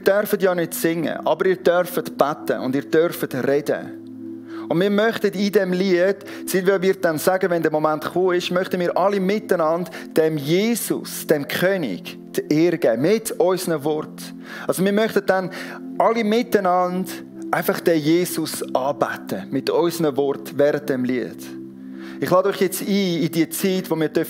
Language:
Swiss German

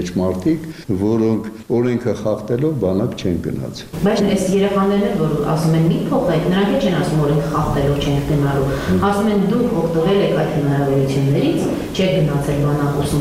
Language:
Armenian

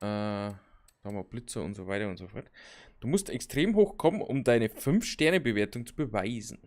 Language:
Bavarian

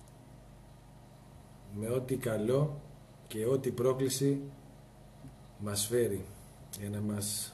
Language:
Greek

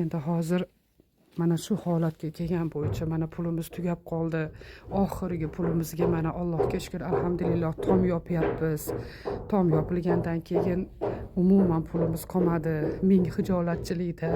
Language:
Uzbek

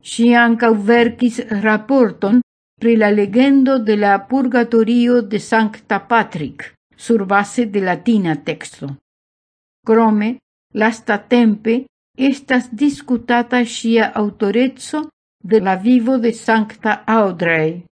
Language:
Esperanto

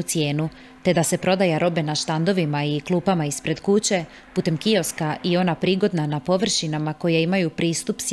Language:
Croatian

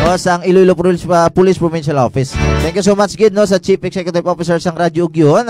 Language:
Hiligaynon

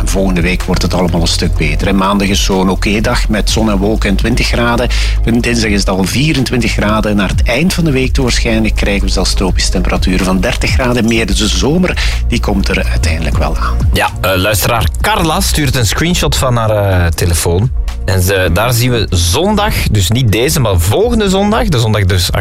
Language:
Dutch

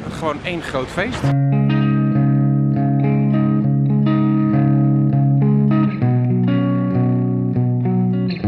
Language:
Dutch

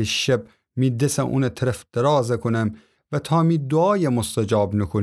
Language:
Gilaki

